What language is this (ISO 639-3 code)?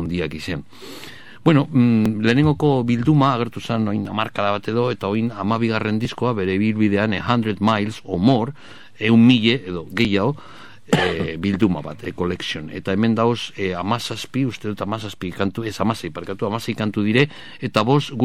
eus